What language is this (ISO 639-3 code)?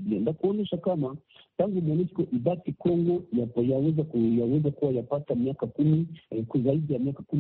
swa